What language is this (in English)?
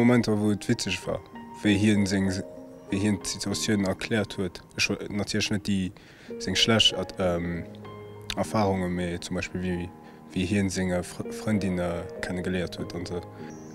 Luxembourgish